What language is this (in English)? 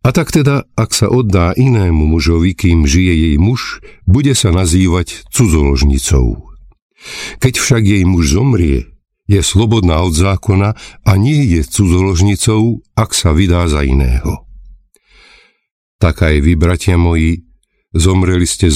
Slovak